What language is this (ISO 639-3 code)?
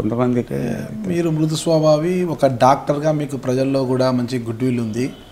tel